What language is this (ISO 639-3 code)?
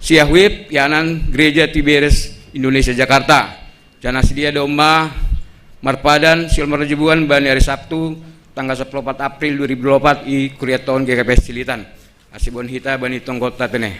bts